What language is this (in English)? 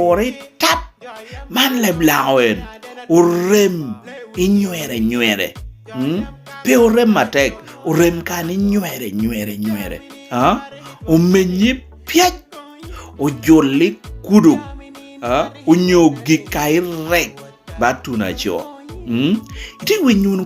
Lango (Uganda)